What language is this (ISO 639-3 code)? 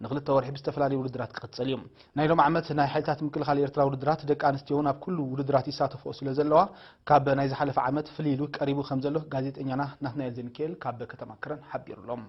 tir